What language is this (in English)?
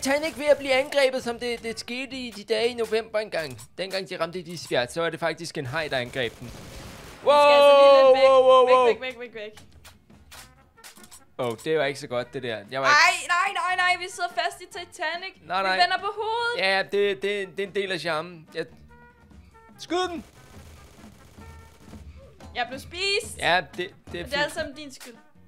Danish